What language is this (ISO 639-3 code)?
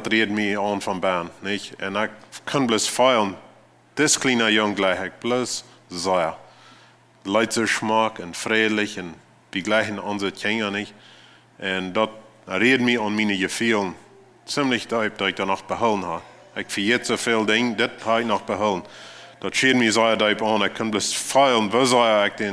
pdt